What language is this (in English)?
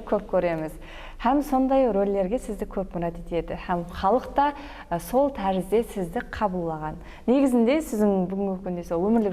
Kara-Kalpak